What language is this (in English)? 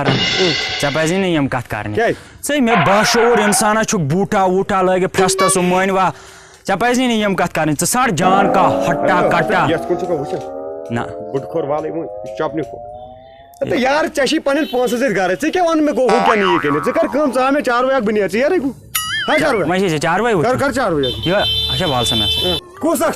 Kashmiri